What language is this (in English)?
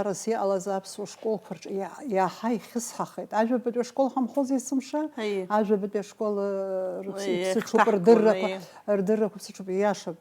Abkhazian